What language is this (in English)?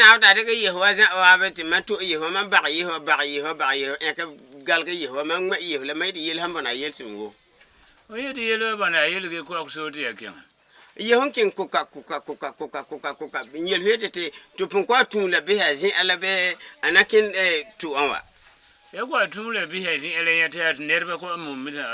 Frafra